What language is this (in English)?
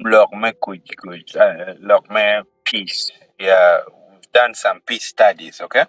Acoli